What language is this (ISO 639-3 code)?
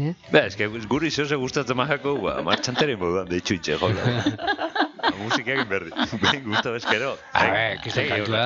eus